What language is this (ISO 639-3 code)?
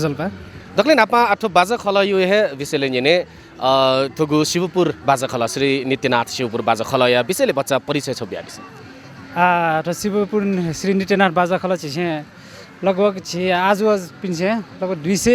new